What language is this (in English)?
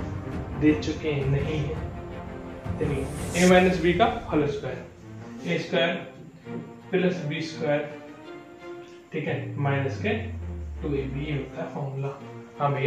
Hindi